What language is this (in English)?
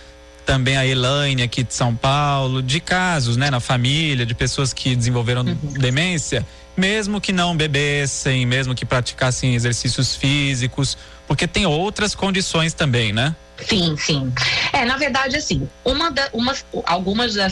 Portuguese